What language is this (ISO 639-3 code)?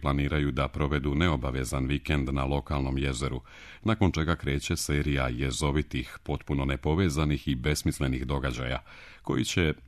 srp